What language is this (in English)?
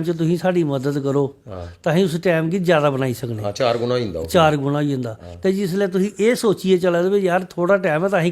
Dogri